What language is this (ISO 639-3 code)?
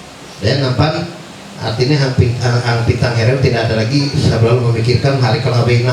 mhy